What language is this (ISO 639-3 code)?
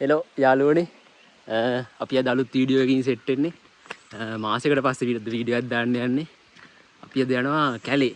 sin